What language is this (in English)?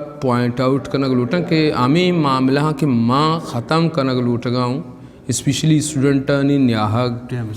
Eastern Balochi